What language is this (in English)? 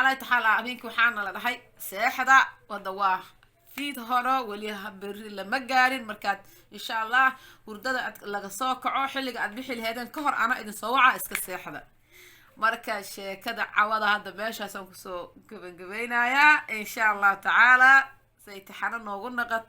Somali